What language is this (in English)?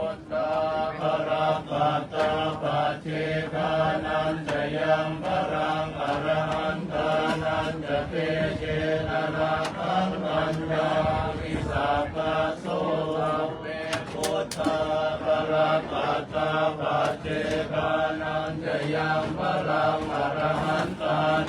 Pali